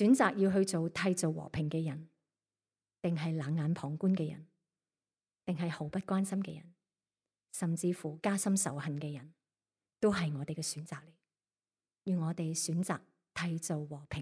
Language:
Cantonese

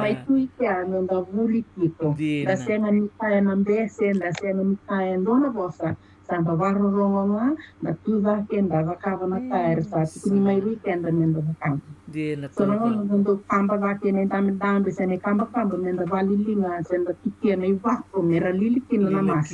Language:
Fijian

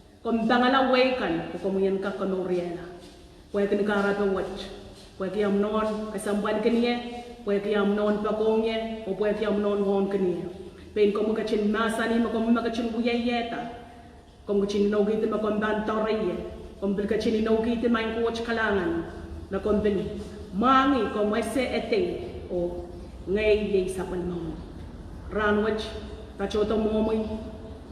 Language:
Pohnpeian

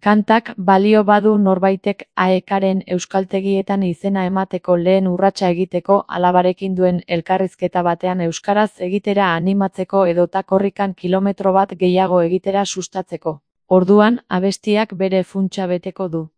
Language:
Basque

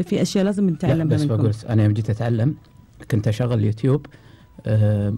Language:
Gulf Arabic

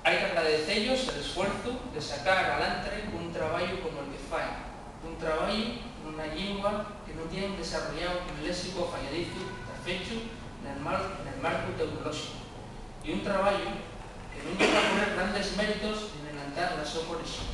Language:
Asturian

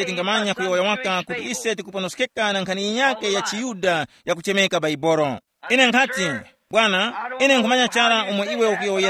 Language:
Tumbuka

